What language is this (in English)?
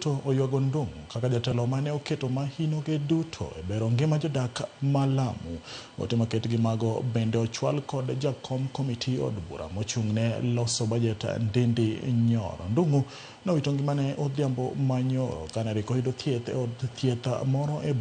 Luo (Kenya and Tanzania)